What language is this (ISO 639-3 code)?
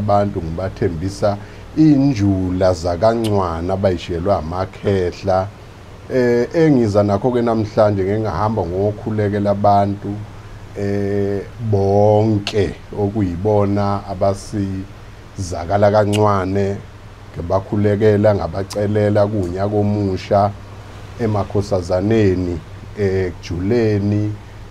zul